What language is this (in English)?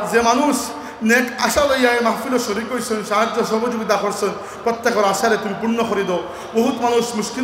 Sylheti